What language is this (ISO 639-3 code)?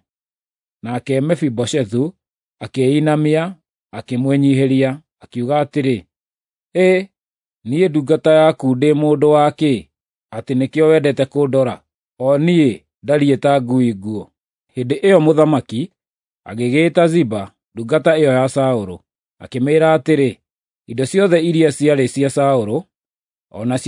kik